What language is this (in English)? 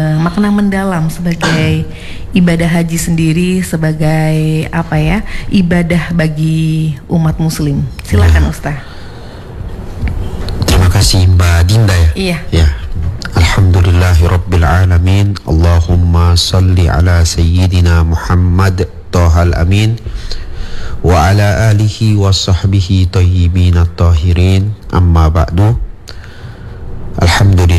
Indonesian